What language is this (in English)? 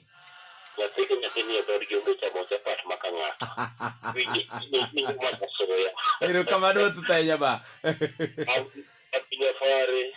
Luo (Kenya and Tanzania)